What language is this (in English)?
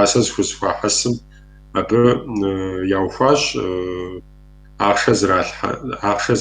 Kabardian